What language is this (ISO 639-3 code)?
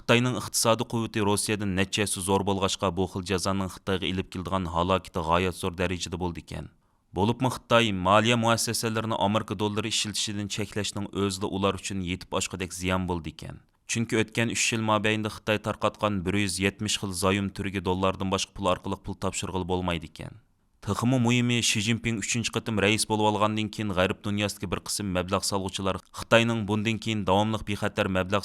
uig